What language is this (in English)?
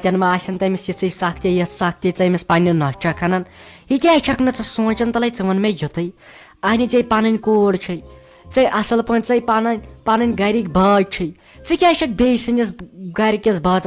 Kashmiri